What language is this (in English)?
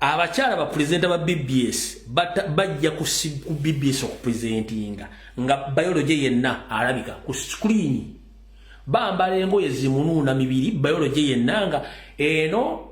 Ganda